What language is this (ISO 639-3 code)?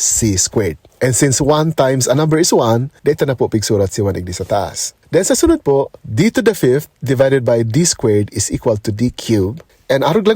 bik